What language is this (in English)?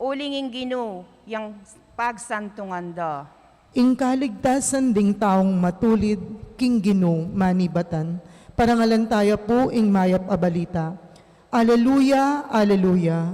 Pampanga